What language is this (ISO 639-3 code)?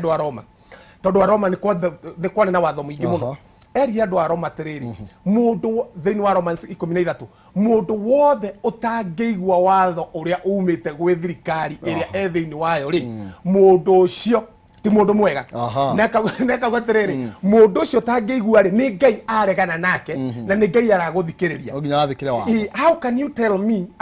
kik